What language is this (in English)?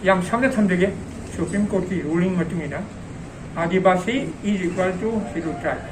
Manipuri